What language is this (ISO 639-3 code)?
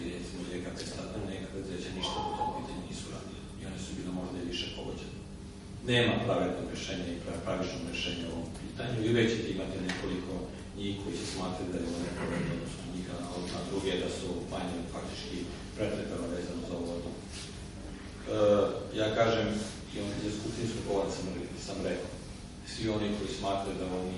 srp